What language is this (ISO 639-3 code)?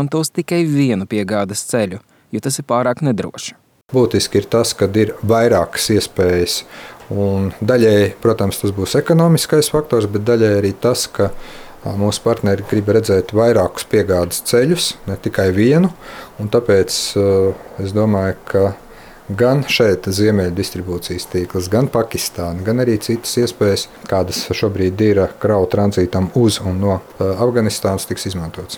lav